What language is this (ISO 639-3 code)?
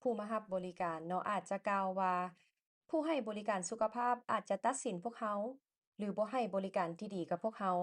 lao